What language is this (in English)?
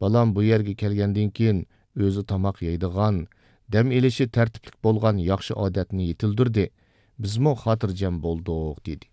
Uyghur